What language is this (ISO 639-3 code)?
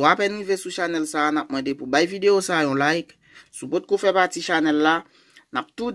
hat